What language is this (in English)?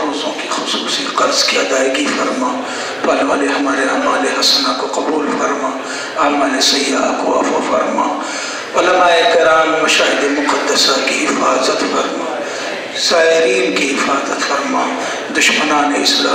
Urdu